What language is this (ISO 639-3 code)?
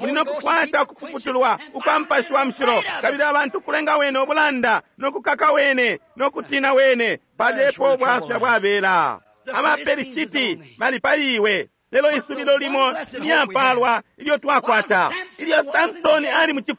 bem